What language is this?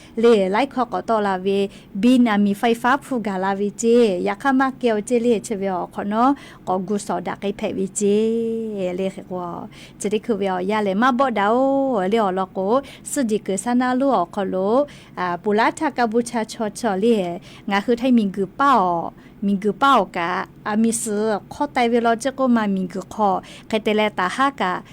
Lahu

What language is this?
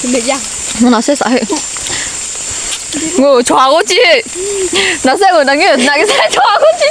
Lahu Shi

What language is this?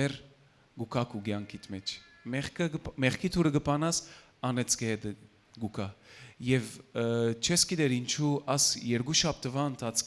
Western Armenian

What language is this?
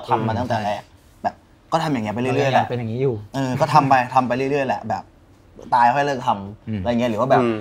Thai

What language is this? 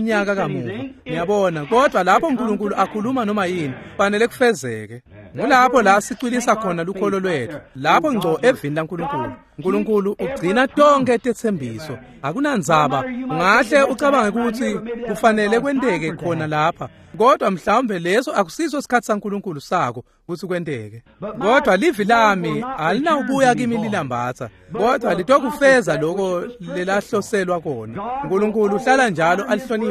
Swati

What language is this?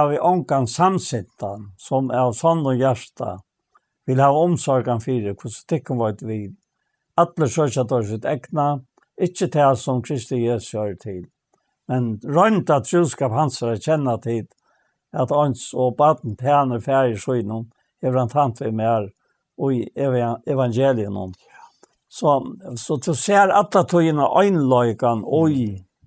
Faroese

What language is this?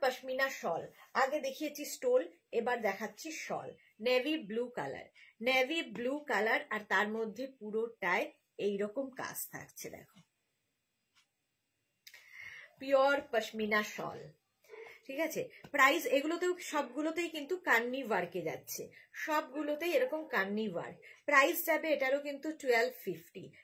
Bangla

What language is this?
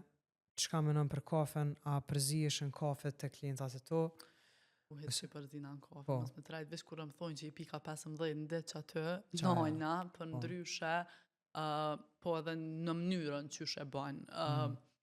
Albanian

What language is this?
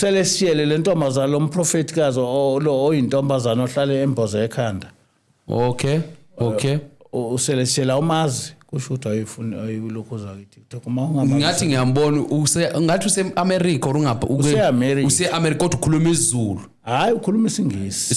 Zulu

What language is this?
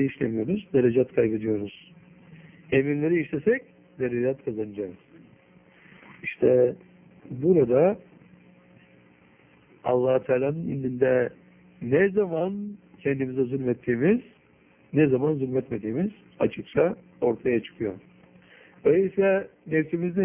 Turkish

